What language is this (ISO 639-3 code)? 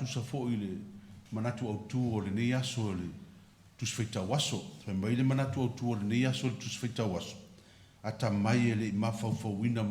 smo